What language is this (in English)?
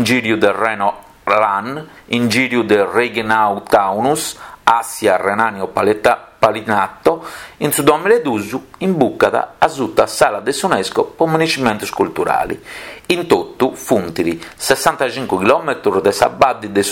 Sardinian